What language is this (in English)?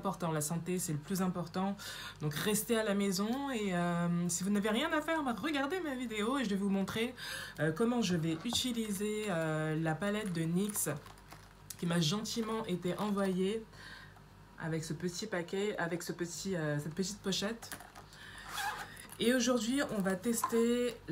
French